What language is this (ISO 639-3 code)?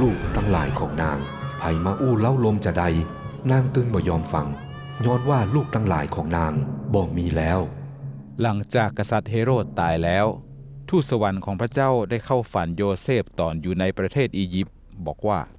nod